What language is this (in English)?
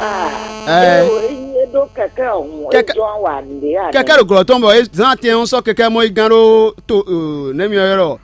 Fon